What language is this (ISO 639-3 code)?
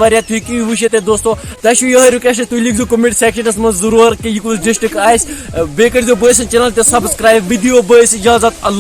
kas